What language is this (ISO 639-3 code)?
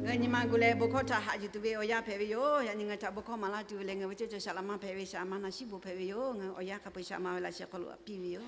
lhu